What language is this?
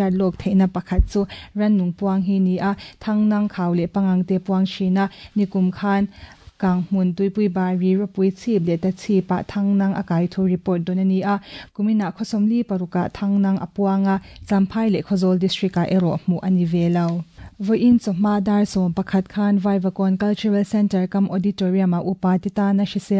Mizo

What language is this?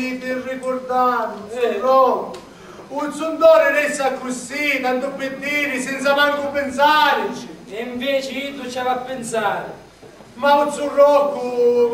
Sicilian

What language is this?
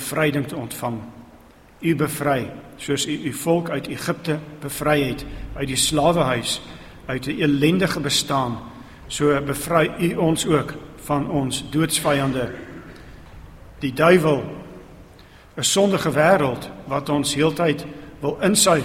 Afrikaans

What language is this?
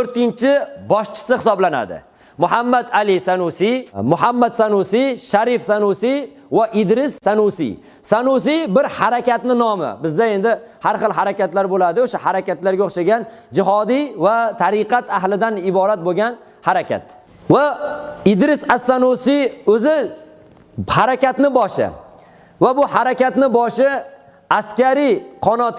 Uzbek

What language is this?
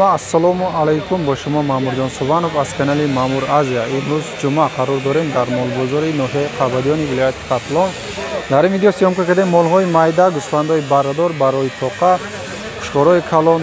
Tajik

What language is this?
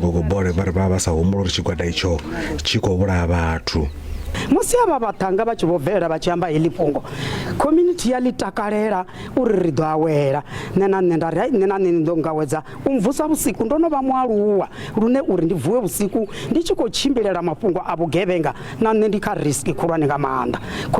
Venda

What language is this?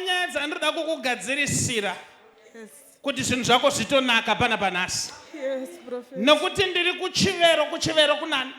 Shona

